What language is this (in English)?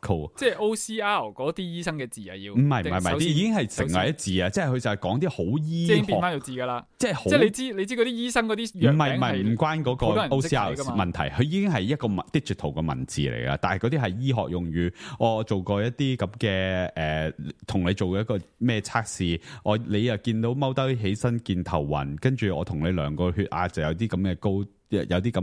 Cantonese